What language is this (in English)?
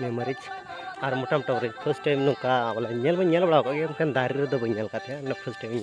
Santali